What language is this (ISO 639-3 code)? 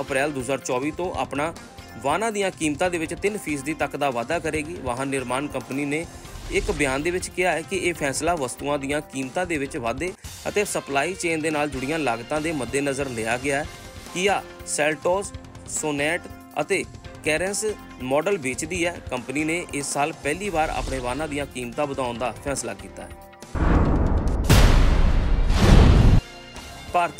pan